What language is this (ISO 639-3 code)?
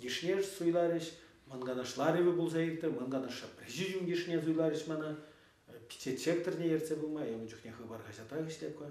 chv